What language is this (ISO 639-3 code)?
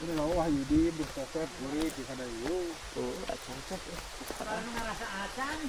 sun